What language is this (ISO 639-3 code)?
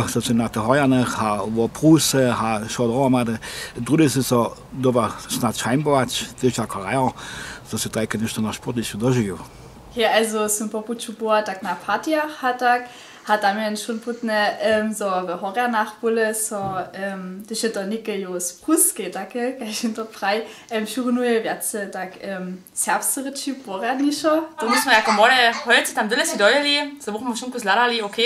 hsb